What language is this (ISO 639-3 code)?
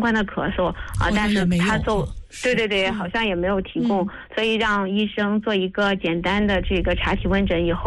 zho